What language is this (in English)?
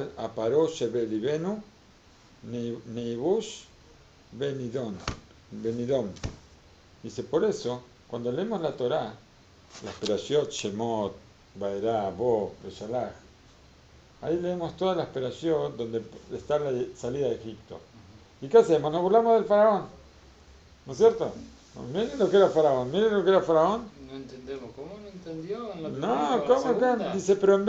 Spanish